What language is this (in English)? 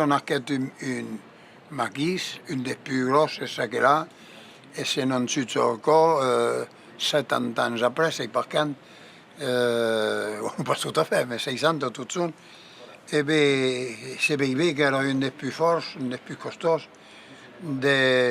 Occitan